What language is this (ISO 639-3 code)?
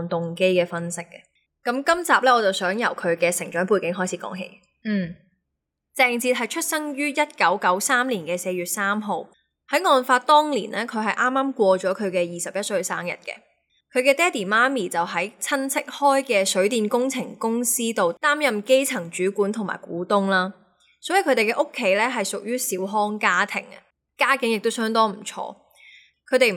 yue